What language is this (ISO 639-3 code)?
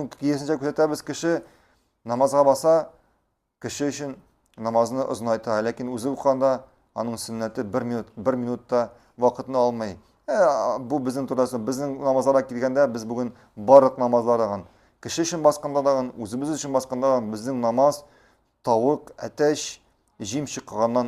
tat